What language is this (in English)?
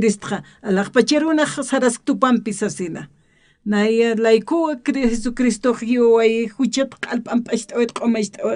Aymara